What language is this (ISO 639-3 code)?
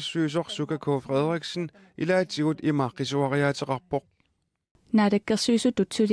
kal